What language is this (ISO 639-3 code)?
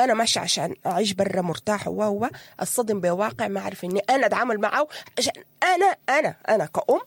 apd